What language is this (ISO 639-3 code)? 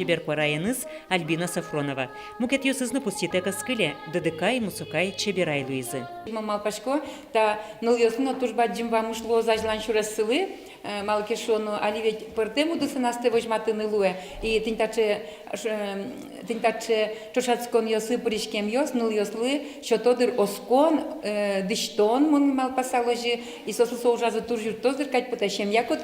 udm